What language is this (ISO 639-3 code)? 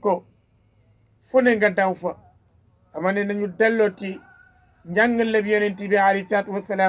wol